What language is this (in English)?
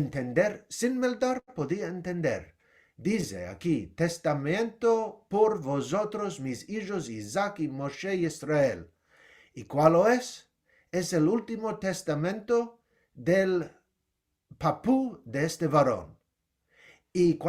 Ladino